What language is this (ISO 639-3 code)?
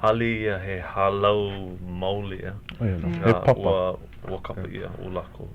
haw